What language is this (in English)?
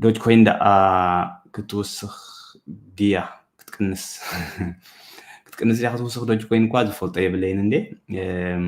Tigrinya